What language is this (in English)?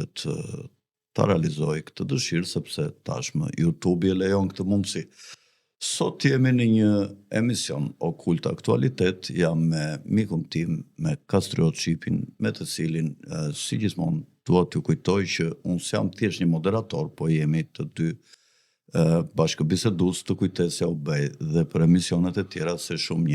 Albanian